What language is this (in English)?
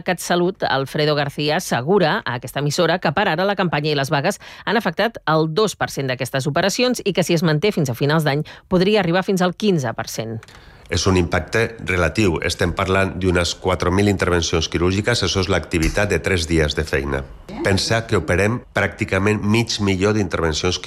Catalan